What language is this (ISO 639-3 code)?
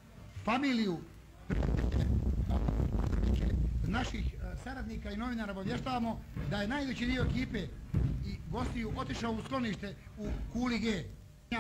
bos